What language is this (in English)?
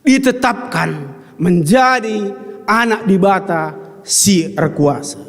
Batak Karo